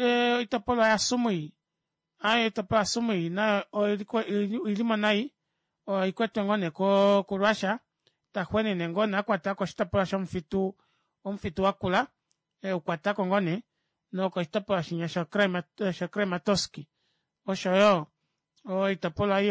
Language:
Kuanyama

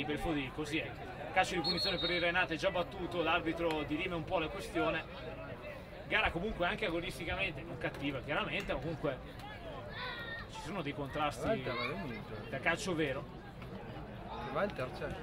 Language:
Italian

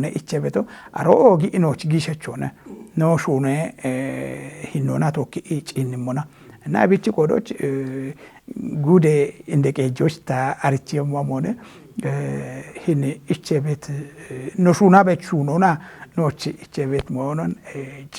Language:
Kafa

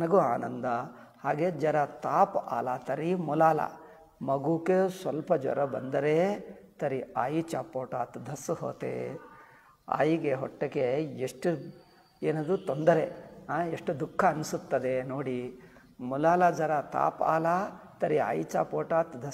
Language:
Kannada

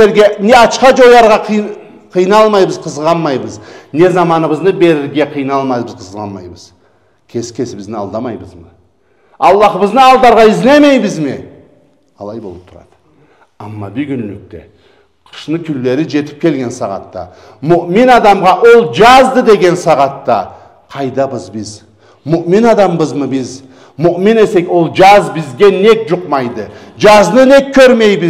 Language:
Karachay-Balkar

